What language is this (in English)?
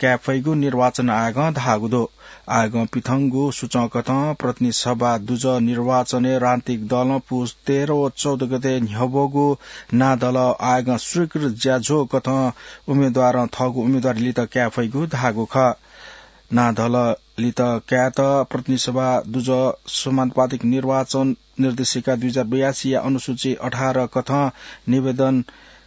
Newari